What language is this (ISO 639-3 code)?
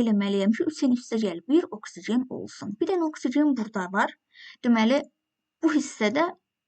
aze